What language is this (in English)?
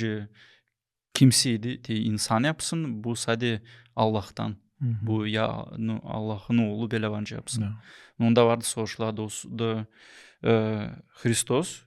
Gagauz